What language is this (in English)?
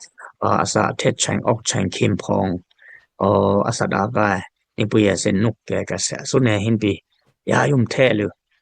Dimasa